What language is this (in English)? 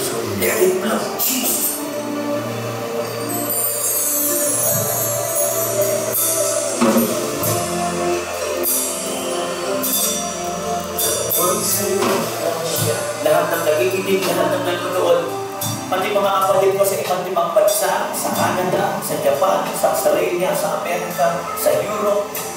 Filipino